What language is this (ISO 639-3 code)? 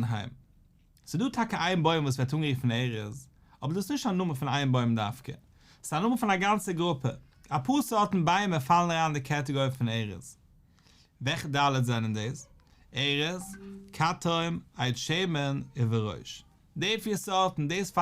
yid